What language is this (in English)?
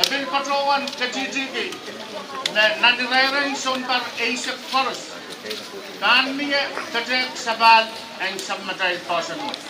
Pohnpeian